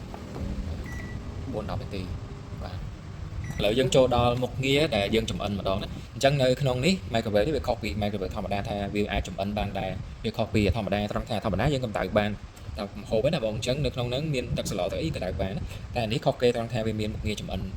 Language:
Khmer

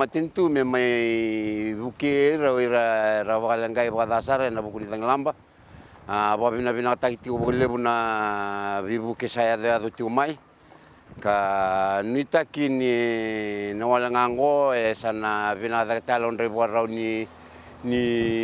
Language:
Fijian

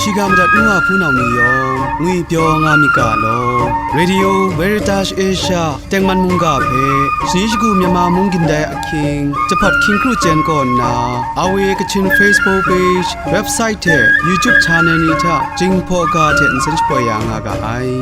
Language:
Kachin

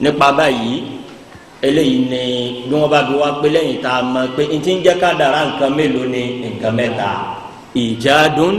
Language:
Yoruba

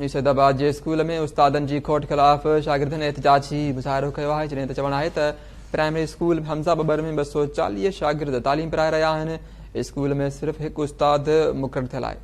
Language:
Sindhi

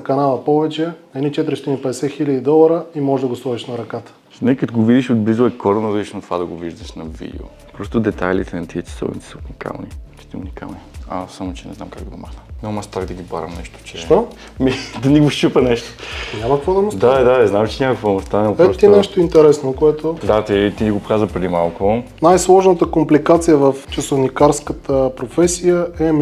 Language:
Bulgarian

